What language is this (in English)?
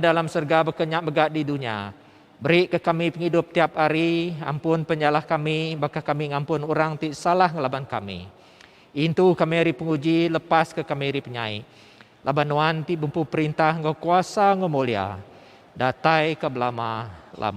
Iban